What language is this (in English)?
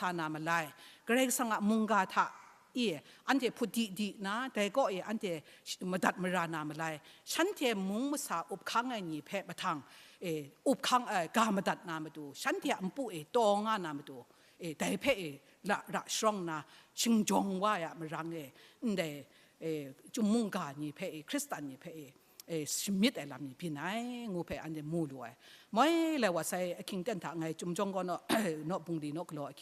Kachin